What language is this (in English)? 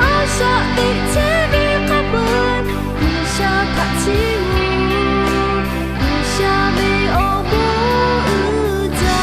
Lahu